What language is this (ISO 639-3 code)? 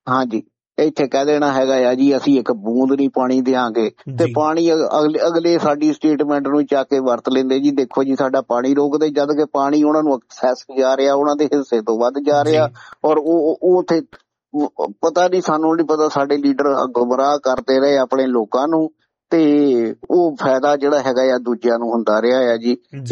pan